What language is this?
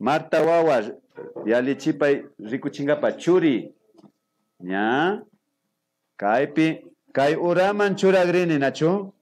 Imbabura Highland Quichua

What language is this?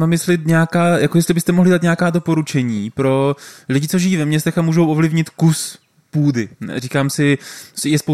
Czech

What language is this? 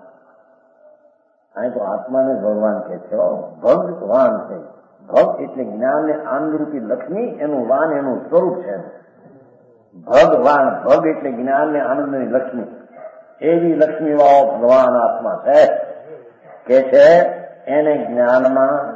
Gujarati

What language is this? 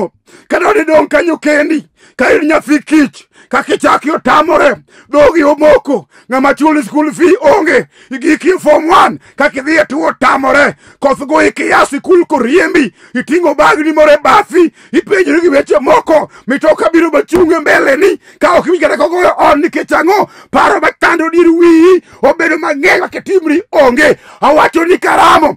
Luo (Kenya and Tanzania)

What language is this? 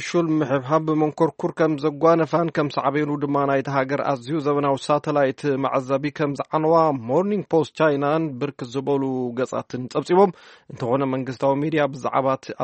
Tigrinya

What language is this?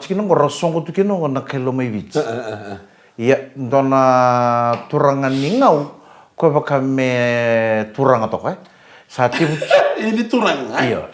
Fijian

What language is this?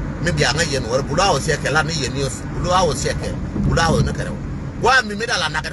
Nuer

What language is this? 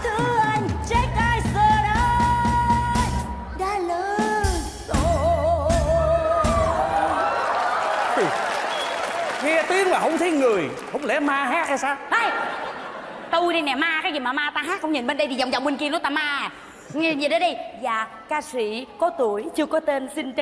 Vietnamese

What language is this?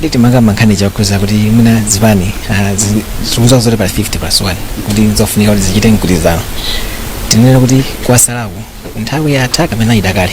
Nyanja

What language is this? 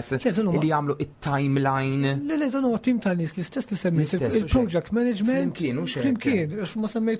Maltese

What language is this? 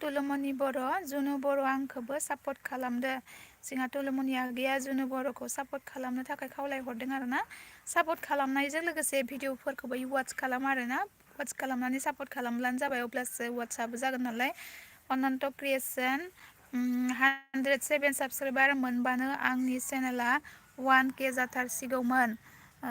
Bodo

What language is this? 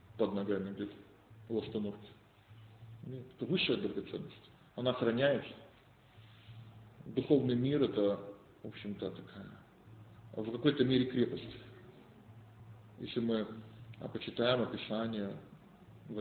Russian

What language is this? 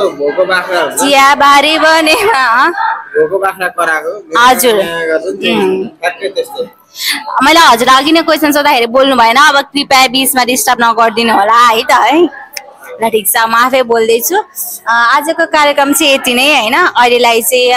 Nepali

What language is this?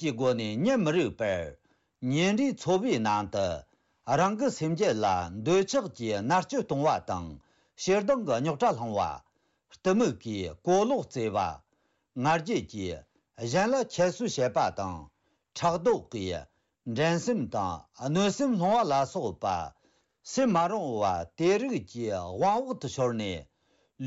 Tibetan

